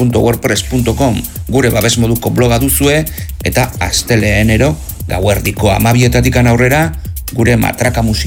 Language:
Basque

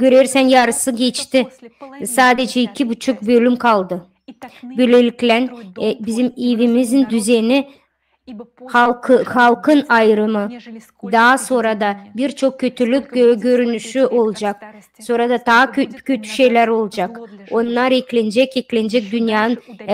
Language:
Gagauz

